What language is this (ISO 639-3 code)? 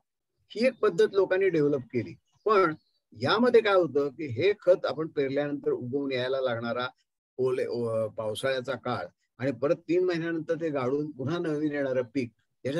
mar